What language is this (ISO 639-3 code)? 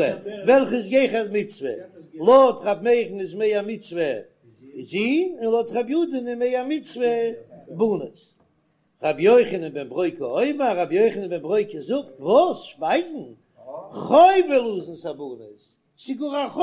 yid